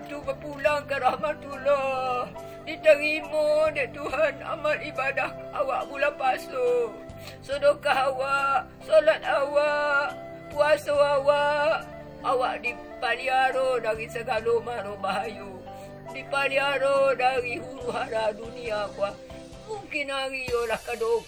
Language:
Minangkabau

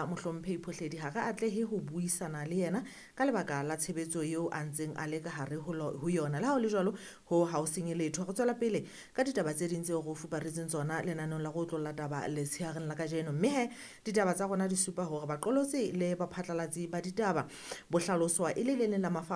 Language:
Southern Sotho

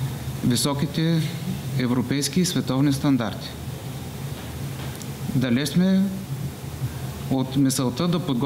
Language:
Bulgarian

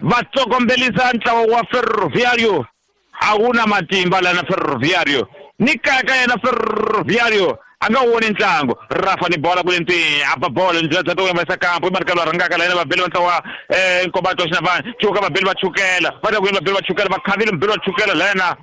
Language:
Tsonga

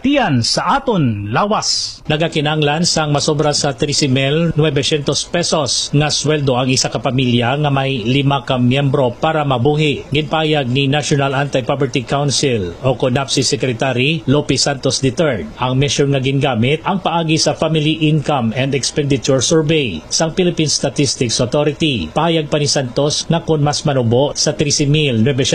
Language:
Hiligaynon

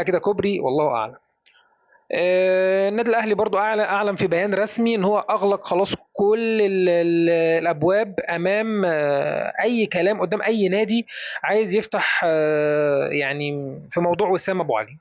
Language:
Egyptian Arabic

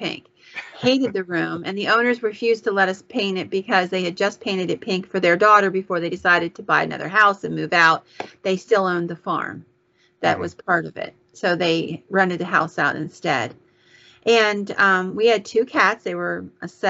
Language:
English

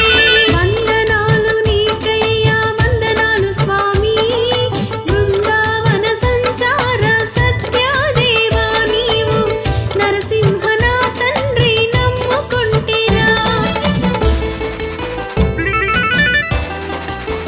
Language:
Telugu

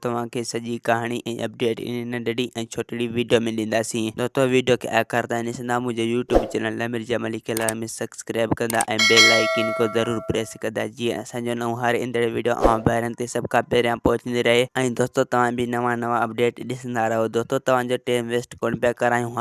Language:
Sindhi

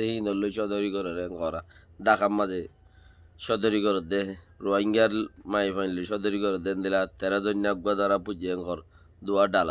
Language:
Rohingya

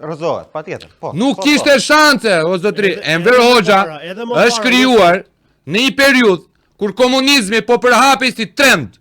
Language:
Albanian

